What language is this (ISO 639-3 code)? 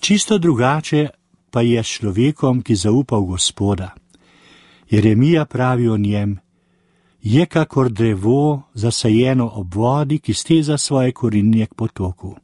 slv